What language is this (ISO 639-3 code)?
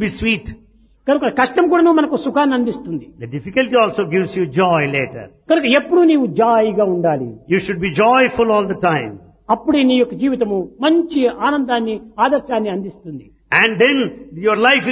tel